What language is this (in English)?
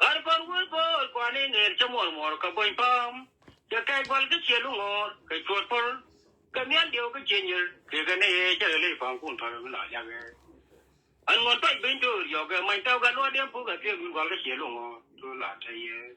Nuer